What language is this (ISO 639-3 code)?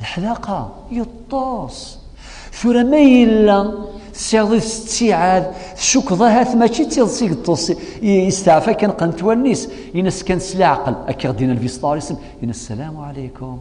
kab